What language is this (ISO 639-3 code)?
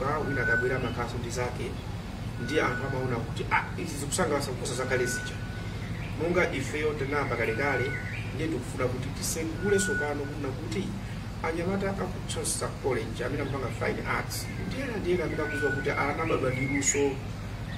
nya